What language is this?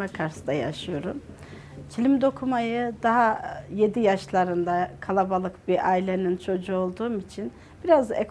Turkish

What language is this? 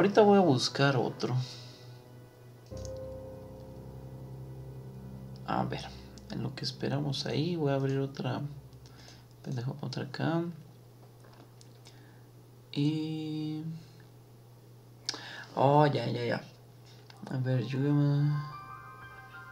Spanish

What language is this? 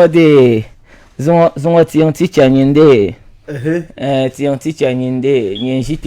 Dagbani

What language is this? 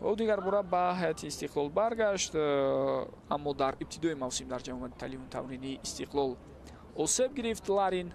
Tajik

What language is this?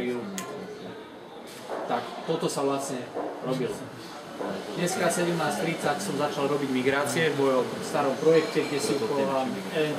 Slovak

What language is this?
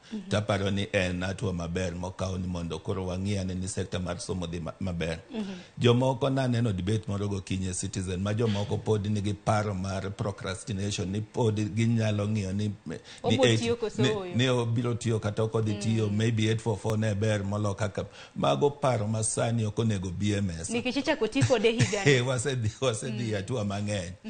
Luo (Kenya and Tanzania)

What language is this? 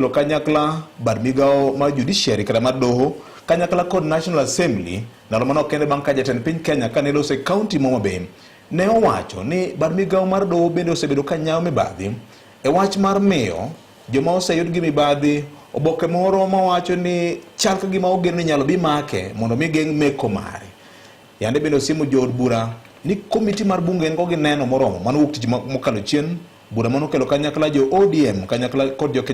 Luo (Kenya and Tanzania)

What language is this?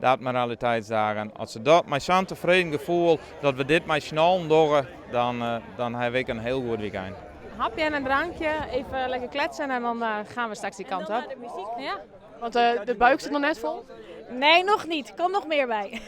Western Frisian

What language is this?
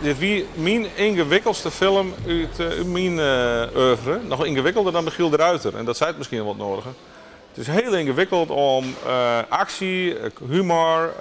Western Frisian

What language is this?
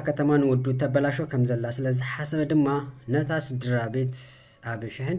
Tigrinya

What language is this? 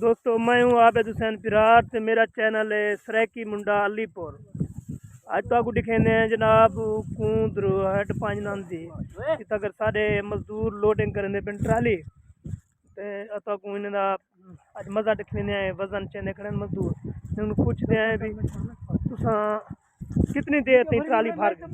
Saraiki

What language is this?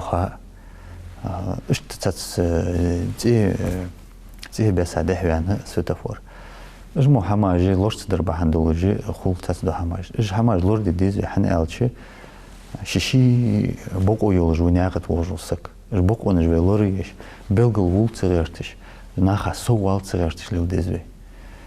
Ingush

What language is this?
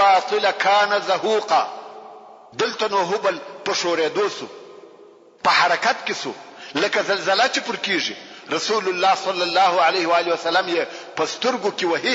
Pashto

